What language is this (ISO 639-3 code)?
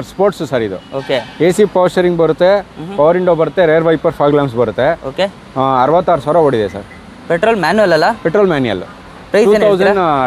kan